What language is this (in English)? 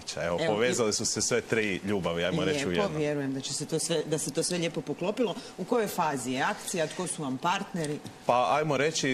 Croatian